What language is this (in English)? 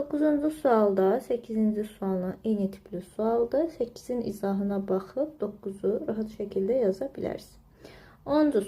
Azerbaijani